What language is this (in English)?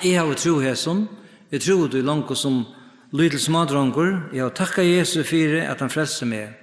Faroese